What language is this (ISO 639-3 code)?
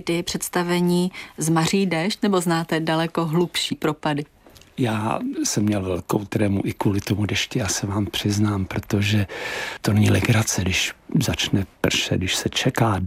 ces